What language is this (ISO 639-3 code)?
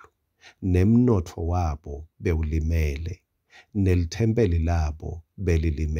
ssw